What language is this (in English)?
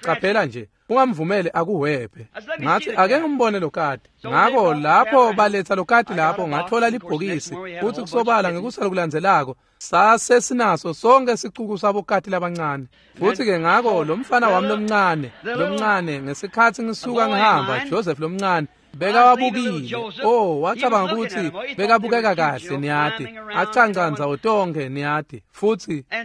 Swati